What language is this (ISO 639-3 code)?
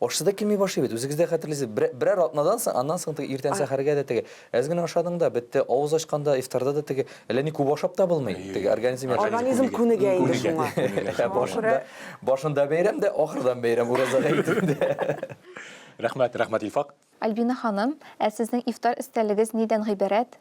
tat